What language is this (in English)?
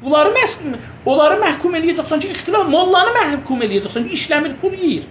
South Azerbaijani